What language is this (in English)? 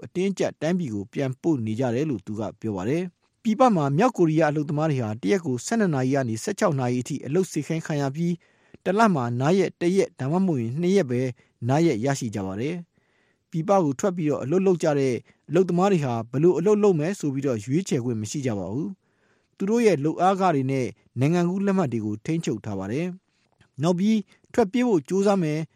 Burmese